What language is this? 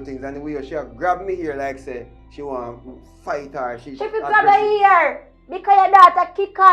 Jamaican Creole English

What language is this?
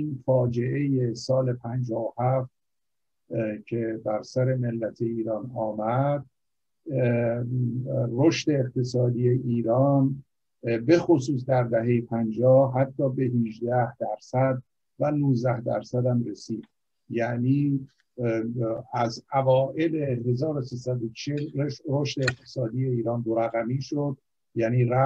Persian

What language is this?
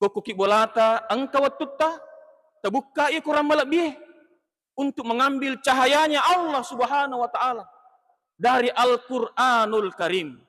Buginese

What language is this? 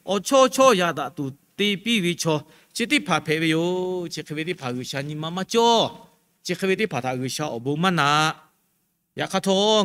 Lahu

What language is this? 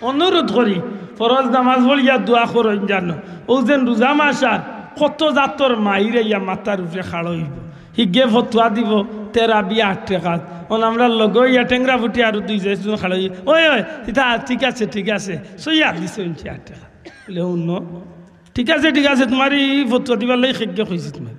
Sylheti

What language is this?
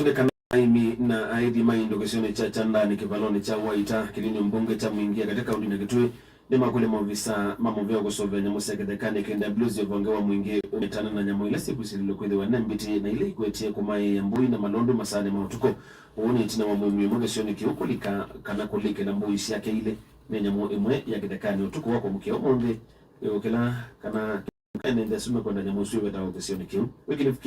Kamba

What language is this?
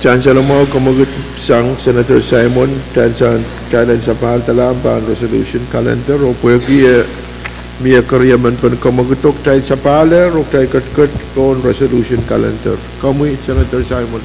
Pohnpeian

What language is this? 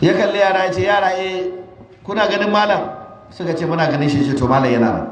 Hausa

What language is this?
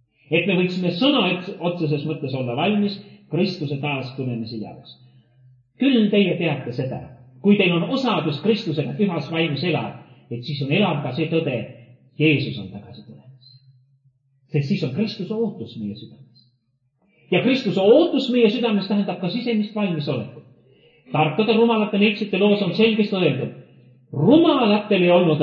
Estonian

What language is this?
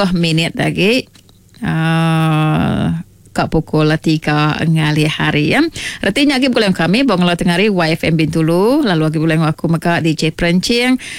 Iban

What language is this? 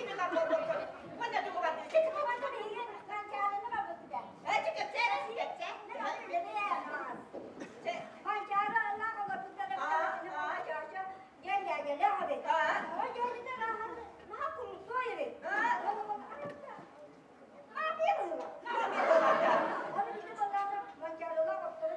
Yakut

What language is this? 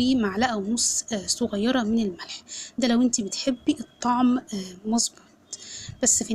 Egyptian Arabic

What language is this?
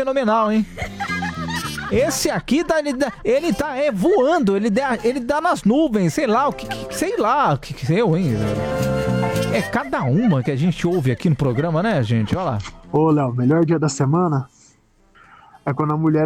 Portuguese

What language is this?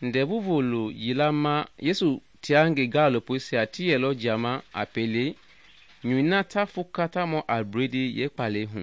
Mende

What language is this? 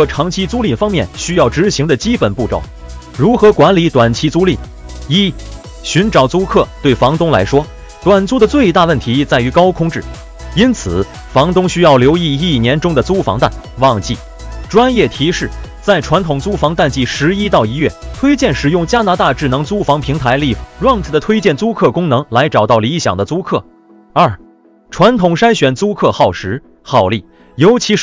Chinese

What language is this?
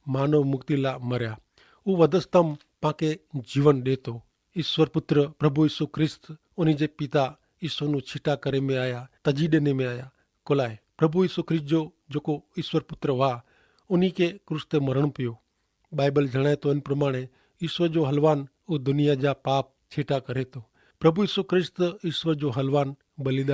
Kachhi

